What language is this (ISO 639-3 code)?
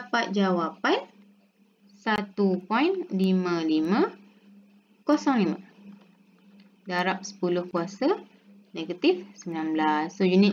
msa